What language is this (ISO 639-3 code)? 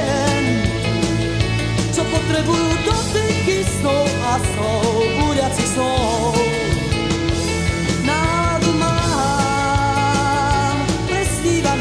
slk